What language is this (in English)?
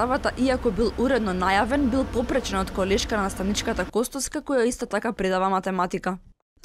Macedonian